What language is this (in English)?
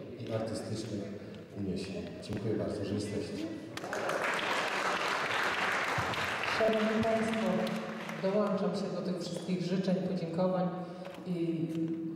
Polish